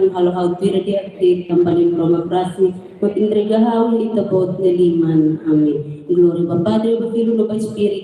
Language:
Tetum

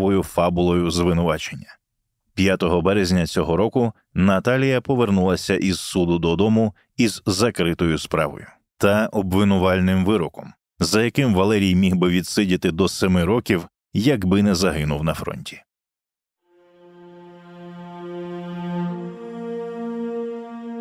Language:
Ukrainian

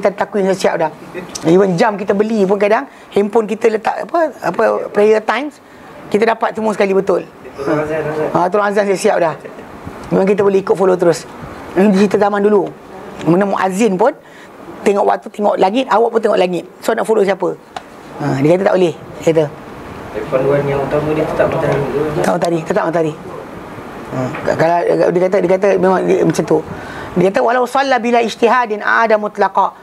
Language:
Malay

